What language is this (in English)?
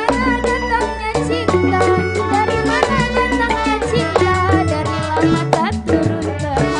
Betawi